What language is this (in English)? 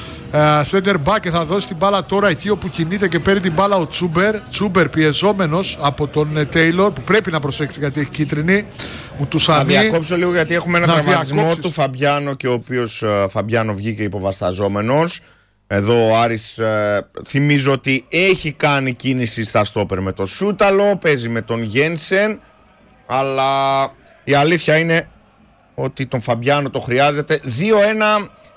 Greek